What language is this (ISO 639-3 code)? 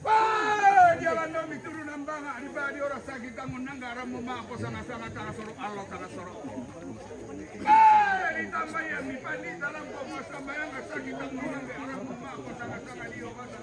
sda